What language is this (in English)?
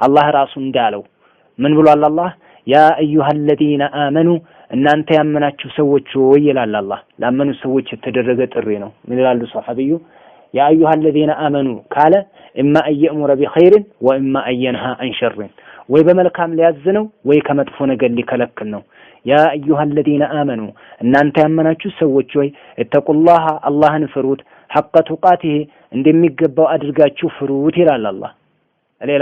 Amharic